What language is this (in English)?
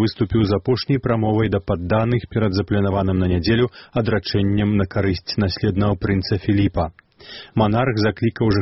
Belarusian